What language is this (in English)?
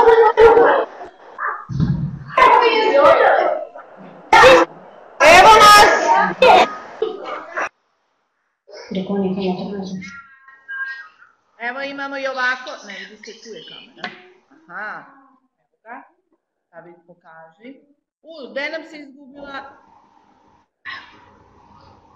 Serbian